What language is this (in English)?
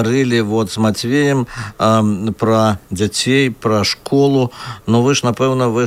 Belarusian